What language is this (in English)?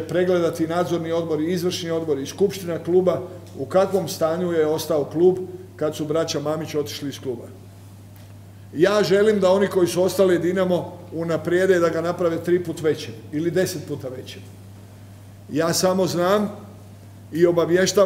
Croatian